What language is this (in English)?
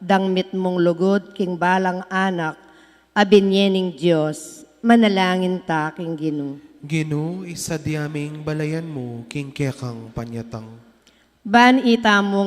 Pampanga